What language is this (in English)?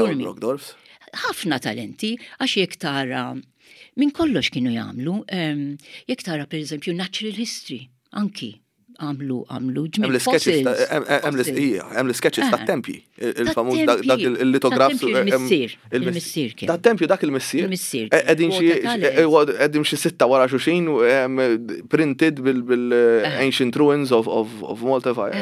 Maltese